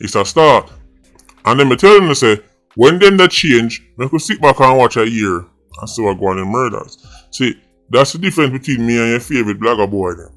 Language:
Jamaican Creole English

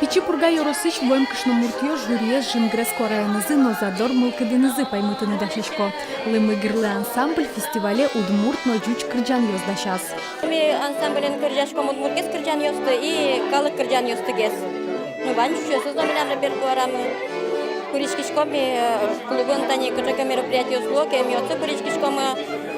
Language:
Udmurt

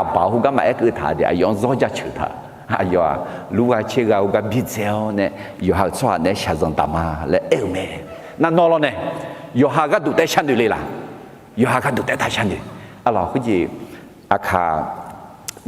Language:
Akha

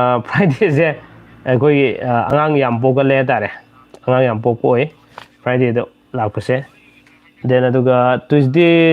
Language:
Manipuri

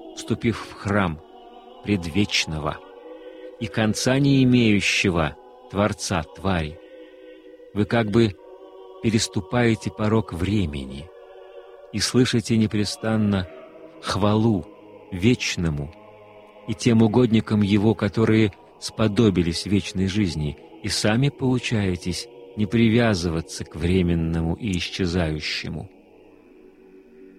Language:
Russian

